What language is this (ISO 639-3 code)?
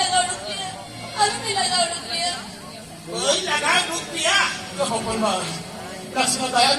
sat